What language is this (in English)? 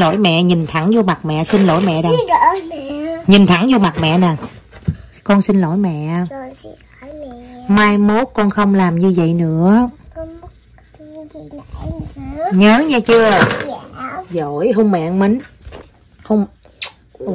Vietnamese